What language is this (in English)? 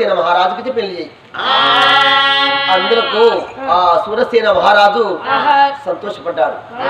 Telugu